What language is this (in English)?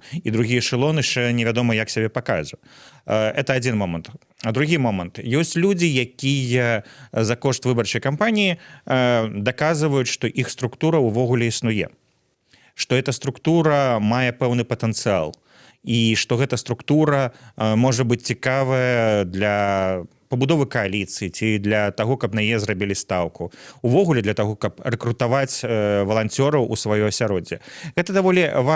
Belarusian